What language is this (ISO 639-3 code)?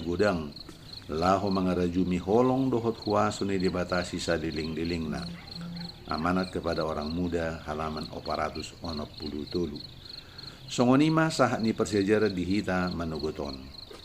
bbc